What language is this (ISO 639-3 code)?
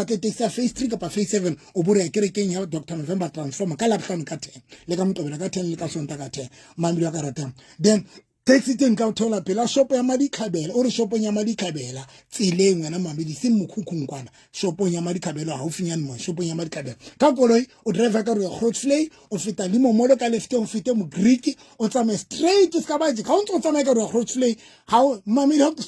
sot